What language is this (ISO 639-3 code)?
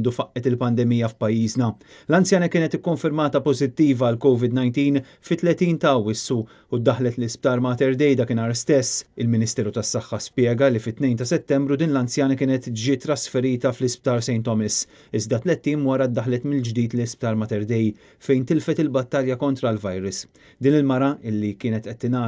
mlt